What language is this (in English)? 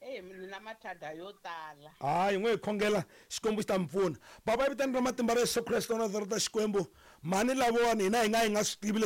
Tsonga